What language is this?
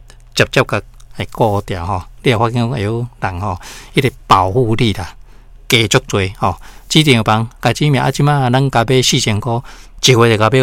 Min Nan Chinese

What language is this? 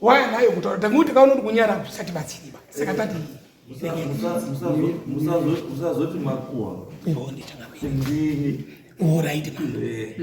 Shona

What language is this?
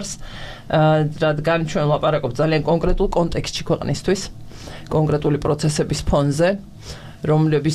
Georgian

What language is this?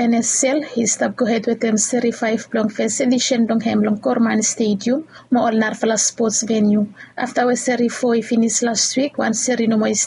Bislama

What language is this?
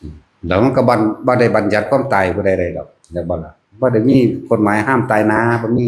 Northeastern Thai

